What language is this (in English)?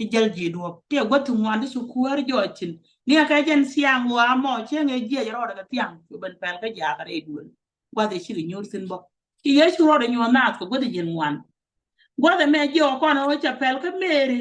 Nuer